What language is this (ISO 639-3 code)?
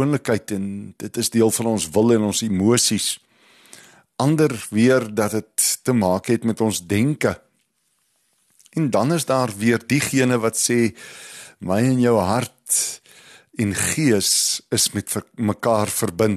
afr